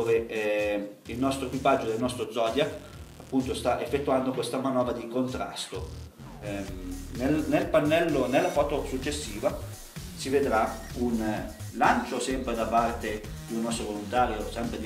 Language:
Italian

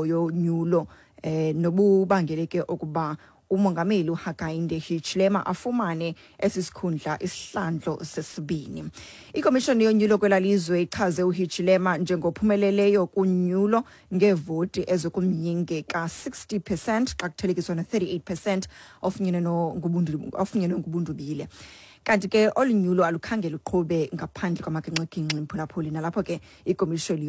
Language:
Xhosa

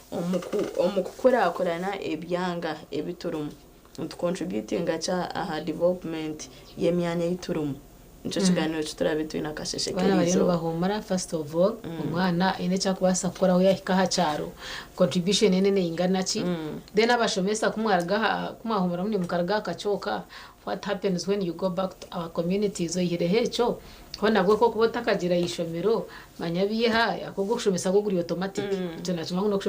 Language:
Nyankole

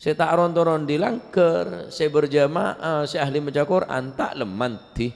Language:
Madurese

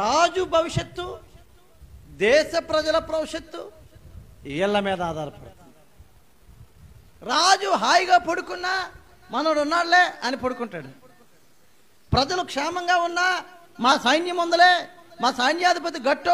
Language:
Telugu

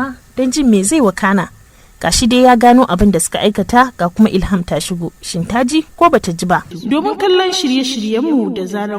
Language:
Hausa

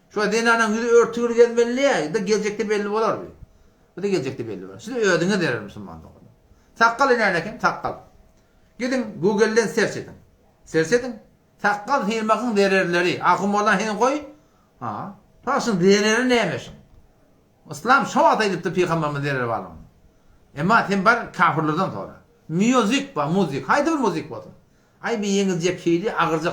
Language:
Turkmen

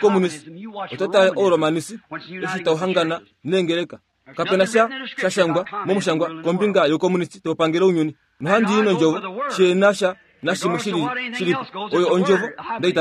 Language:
Kuanyama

